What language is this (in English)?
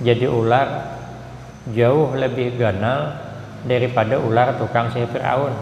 Banjar